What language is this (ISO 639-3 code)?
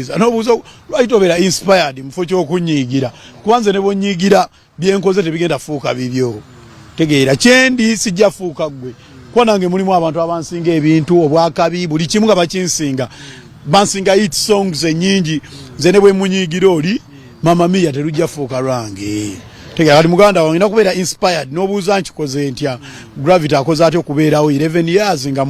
lug